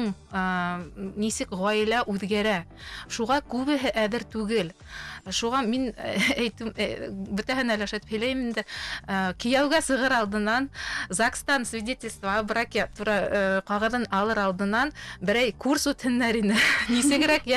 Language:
Bashkir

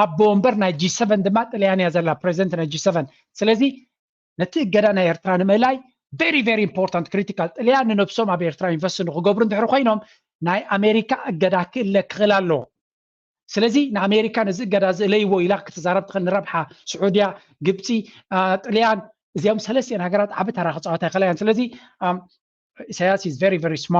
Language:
Tigrinya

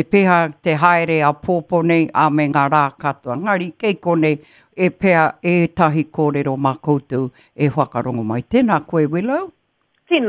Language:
Māori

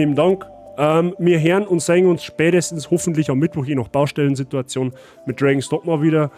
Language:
Bavarian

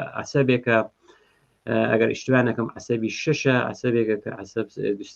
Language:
Central Kurdish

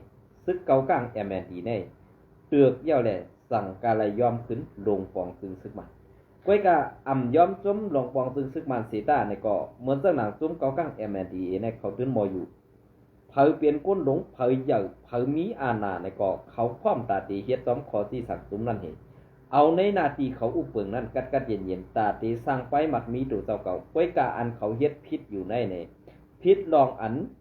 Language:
Shan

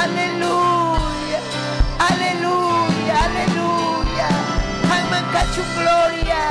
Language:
Ayacucho Quechua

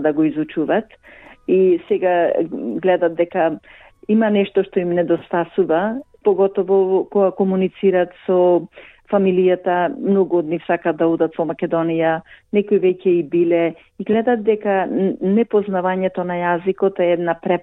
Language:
Macedonian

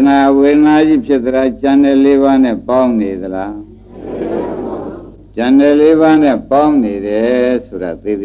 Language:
Burmese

